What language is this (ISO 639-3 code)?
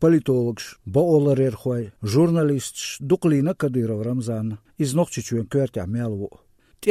che